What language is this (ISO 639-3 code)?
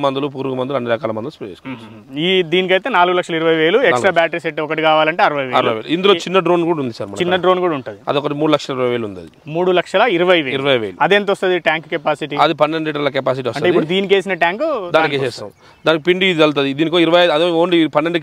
tel